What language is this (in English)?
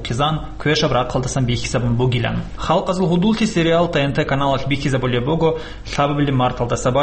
Avaric